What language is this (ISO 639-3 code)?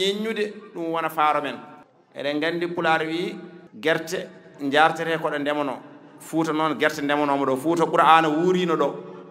ful